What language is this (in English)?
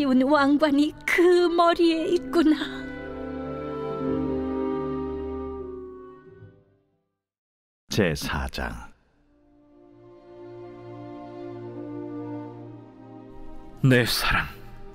Korean